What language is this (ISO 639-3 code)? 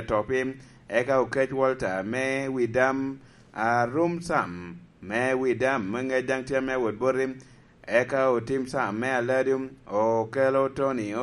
laj